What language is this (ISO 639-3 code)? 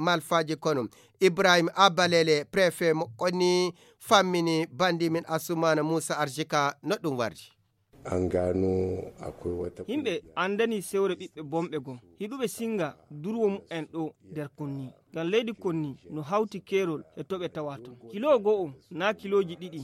fuv